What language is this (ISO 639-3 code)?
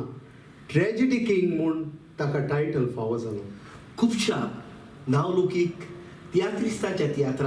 kok